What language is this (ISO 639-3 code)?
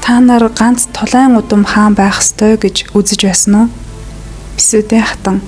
mon